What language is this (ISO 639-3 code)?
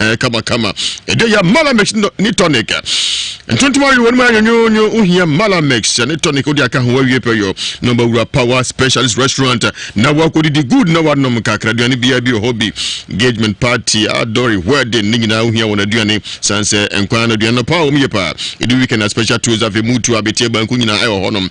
aka